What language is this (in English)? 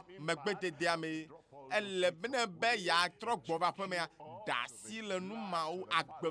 Ewe